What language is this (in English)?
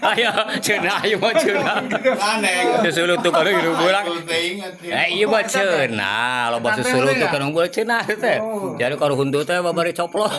Sundanese